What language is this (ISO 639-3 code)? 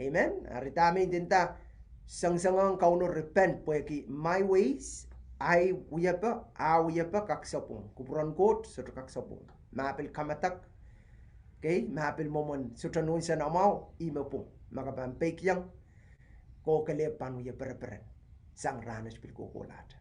pon